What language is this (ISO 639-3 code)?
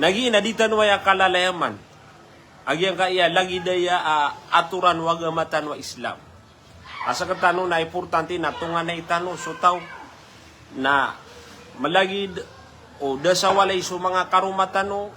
mrw